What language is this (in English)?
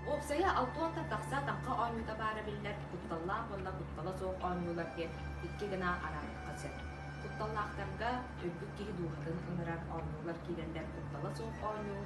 Yakut